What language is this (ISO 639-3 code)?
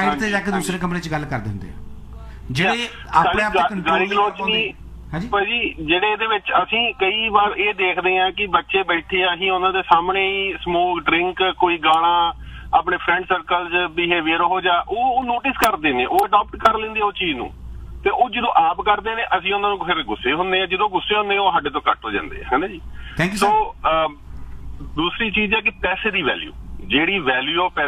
pan